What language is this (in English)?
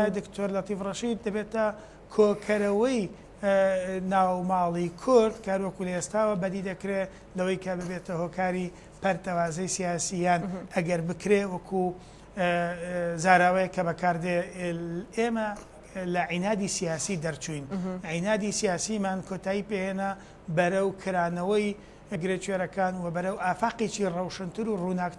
Central Kurdish